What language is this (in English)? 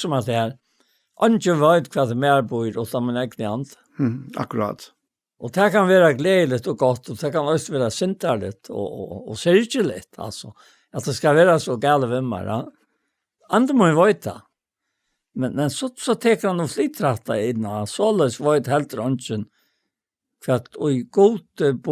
Faroese